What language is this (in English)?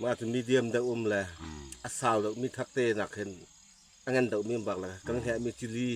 Falam Chin